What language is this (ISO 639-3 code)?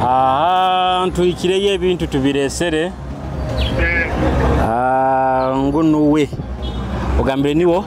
nyo